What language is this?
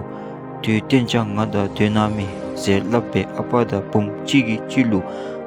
Dzongkha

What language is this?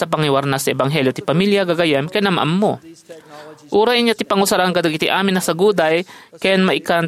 Iloko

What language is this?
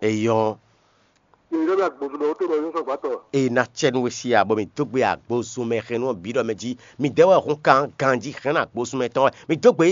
Fon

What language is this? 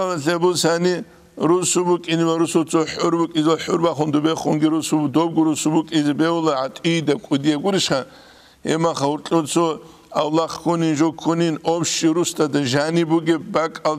Avaric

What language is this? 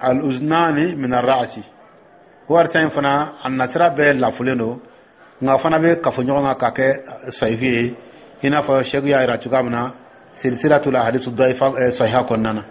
Dyula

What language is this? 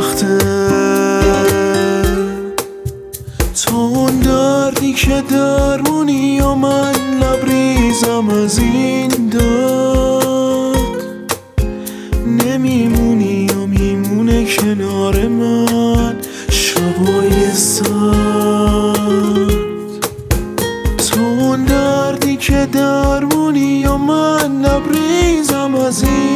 Persian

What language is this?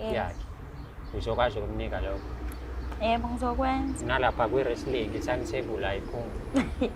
Zulu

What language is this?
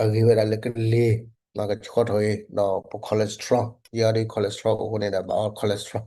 S'gaw Karen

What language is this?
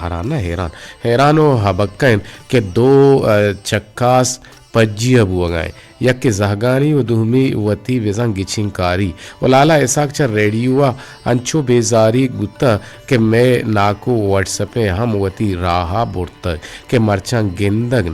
Eastern Balochi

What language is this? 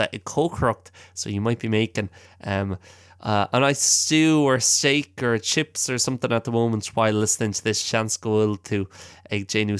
Irish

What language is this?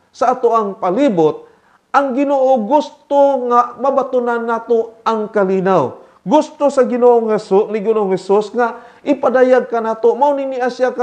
Cebuano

